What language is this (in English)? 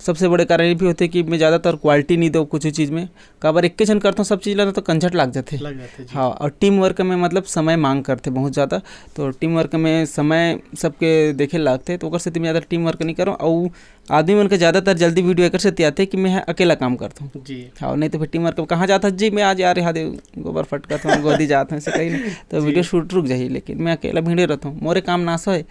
Chhattisgarhi